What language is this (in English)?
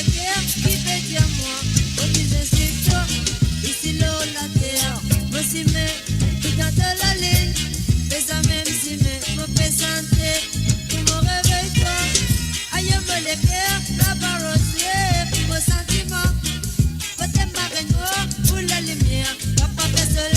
Morisyen